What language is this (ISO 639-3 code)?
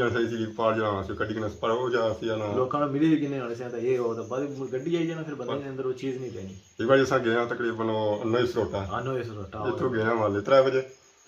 phr